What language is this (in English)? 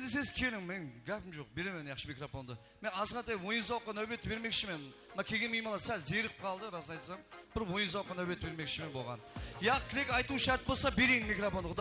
Kara-Kalpak